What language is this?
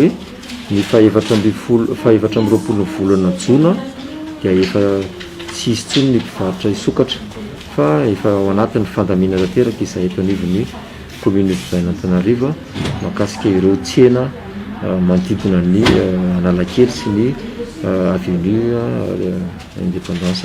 Malagasy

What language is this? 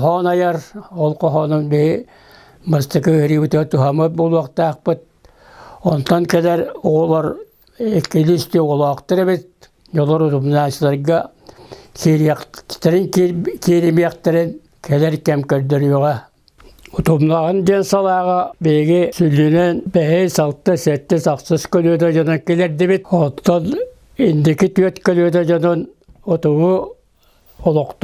Yakut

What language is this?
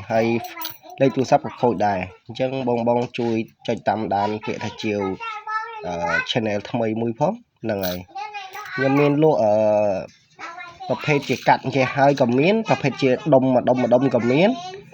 Khmer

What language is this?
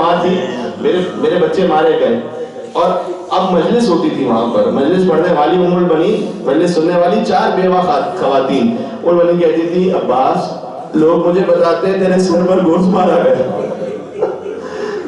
Urdu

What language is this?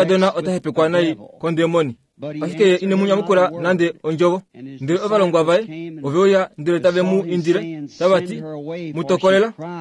Kuanyama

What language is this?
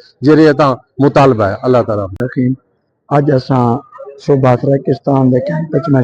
Saraiki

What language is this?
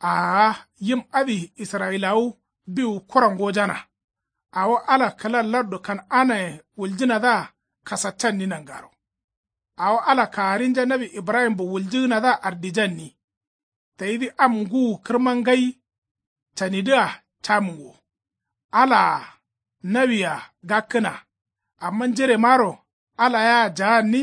Kanuri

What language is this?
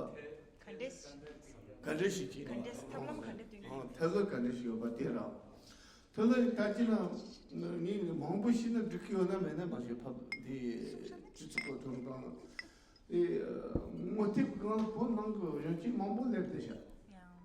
Tibetan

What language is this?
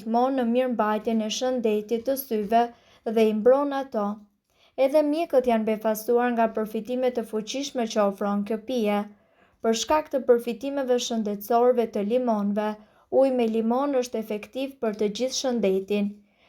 Albanian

